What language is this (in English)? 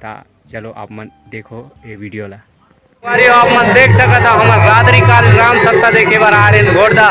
Chhattisgarhi